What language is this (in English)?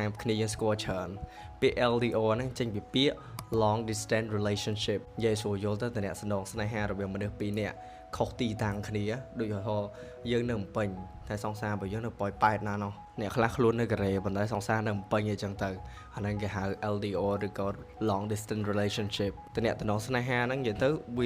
Khmer